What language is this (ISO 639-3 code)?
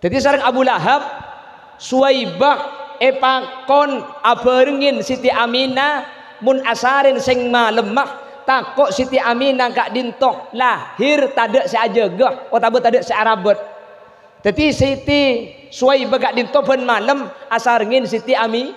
mad